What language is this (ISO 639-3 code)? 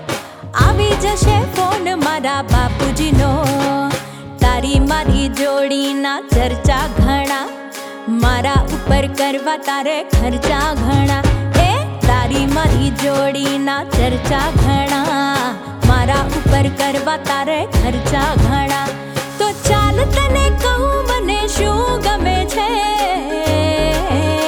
guj